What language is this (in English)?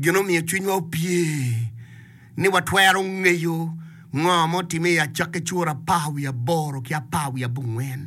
Acoli